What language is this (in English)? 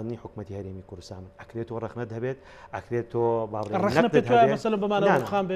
Central Kurdish